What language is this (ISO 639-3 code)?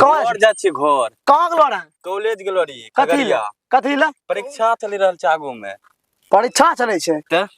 anp